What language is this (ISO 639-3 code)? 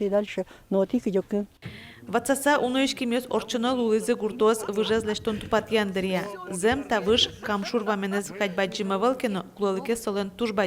udm